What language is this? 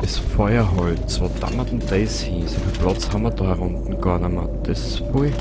Bavarian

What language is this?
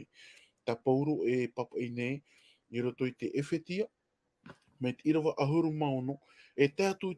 Tahitian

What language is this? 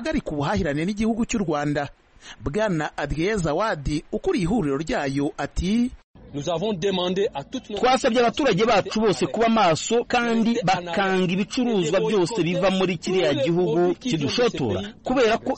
Kinyarwanda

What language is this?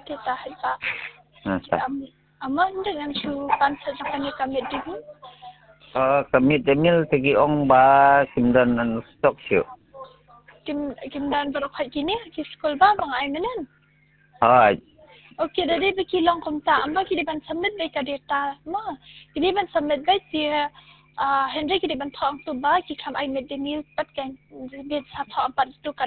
Khasi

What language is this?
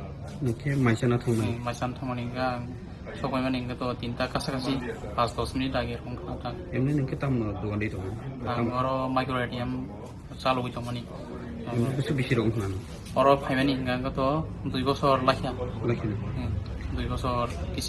Kok Borok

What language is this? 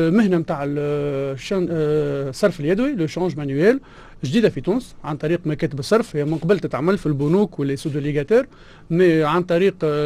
Tunisian Arabic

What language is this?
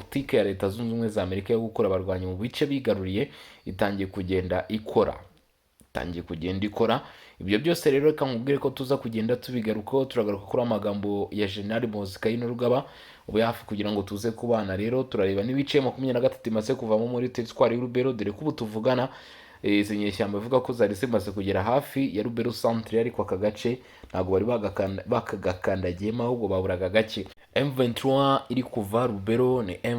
Kinyarwanda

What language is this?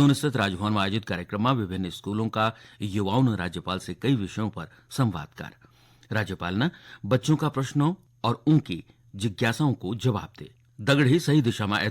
Garhwali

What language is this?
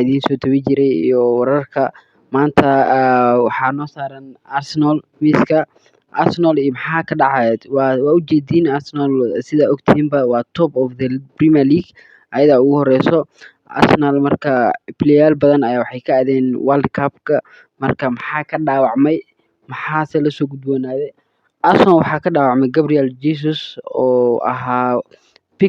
Somali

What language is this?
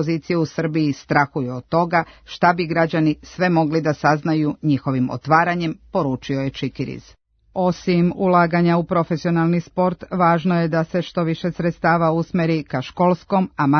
Serbian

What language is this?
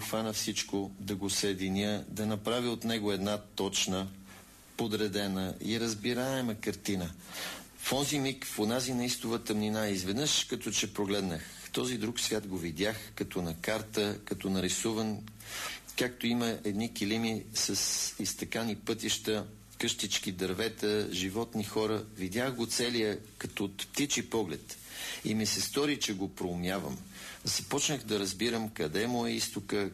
Bulgarian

